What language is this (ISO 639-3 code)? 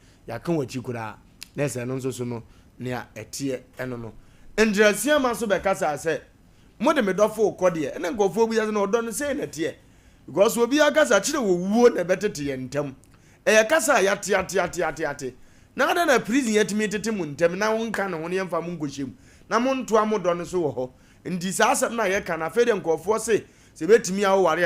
aka